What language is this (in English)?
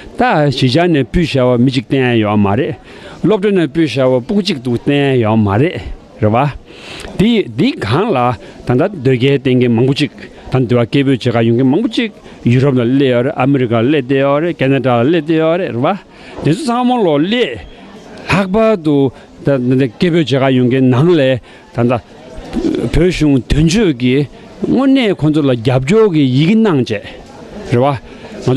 Tibetan